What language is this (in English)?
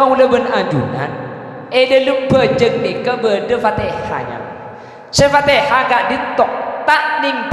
Madurese